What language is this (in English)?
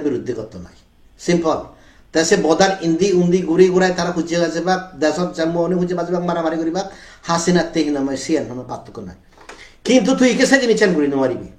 Chakma